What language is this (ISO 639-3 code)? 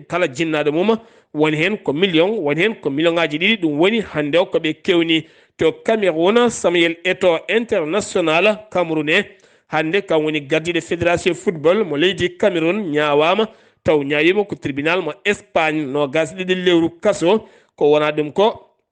ful